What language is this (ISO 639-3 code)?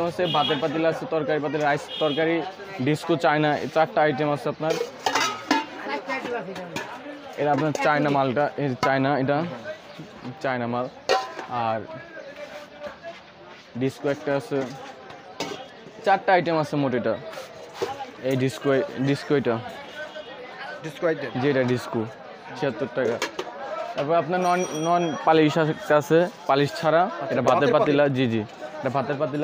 ben